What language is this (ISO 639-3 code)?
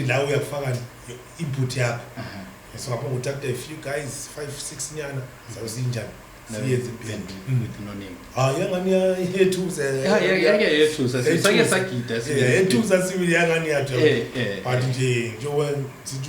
zul